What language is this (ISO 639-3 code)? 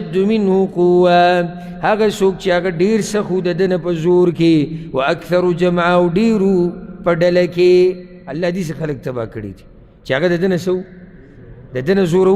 pus